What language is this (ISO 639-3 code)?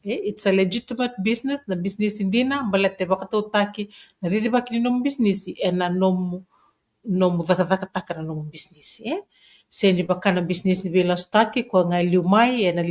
fij